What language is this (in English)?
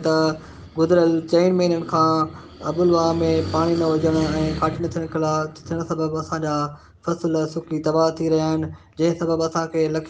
Sindhi